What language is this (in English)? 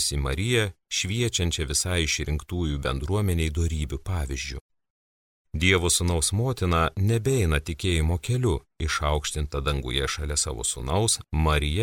Lithuanian